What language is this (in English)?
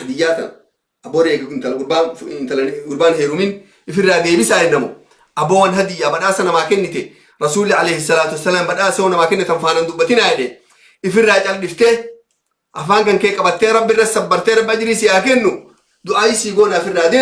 Oromo